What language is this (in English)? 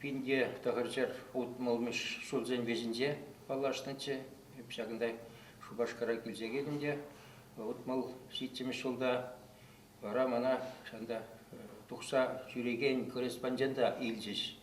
Chuvash